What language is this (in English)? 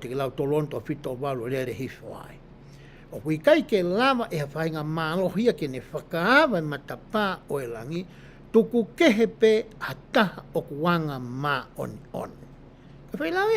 Tongan